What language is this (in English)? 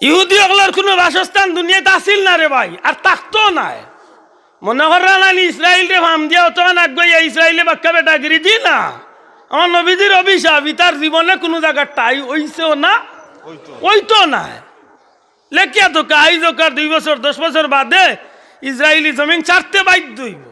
Sylheti